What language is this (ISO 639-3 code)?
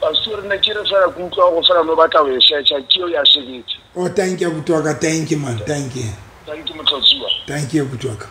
sot